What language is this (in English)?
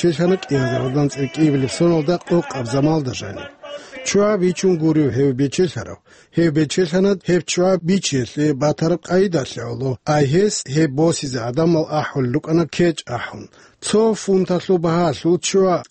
Avaric